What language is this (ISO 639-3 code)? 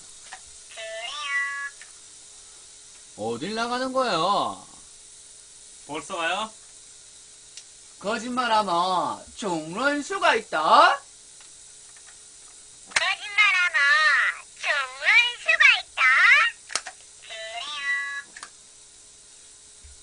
kor